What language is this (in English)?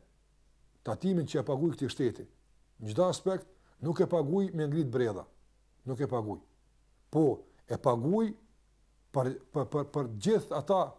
Albanian